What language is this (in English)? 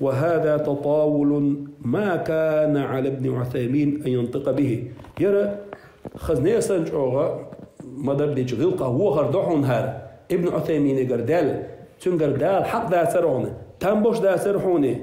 Chechen